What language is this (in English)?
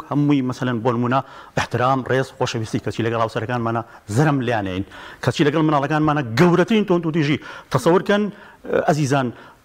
Central Kurdish